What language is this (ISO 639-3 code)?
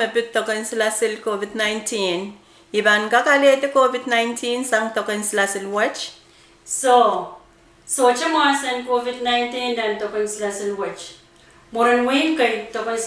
pon